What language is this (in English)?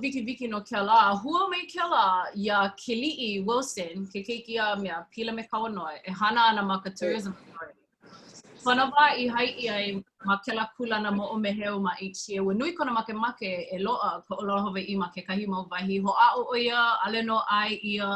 Hawaiian